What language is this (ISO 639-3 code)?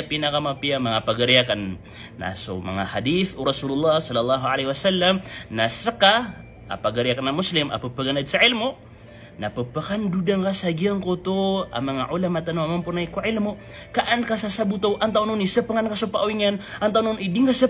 mrw